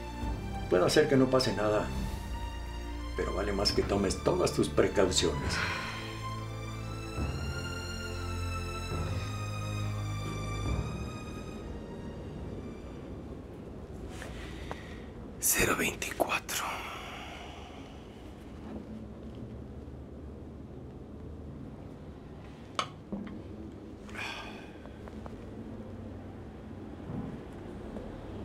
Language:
Spanish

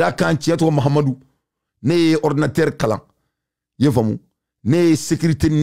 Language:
Bambara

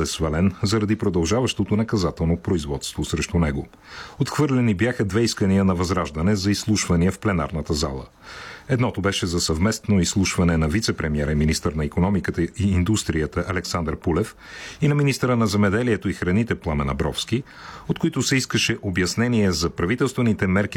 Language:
Bulgarian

